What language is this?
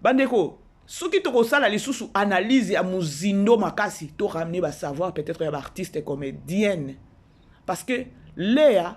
Lingala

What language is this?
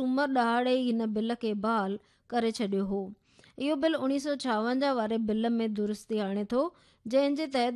Sindhi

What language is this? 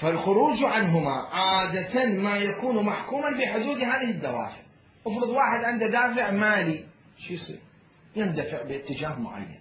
Mesopotamian Arabic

